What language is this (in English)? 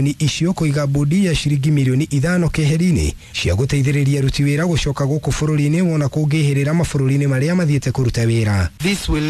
Kikuyu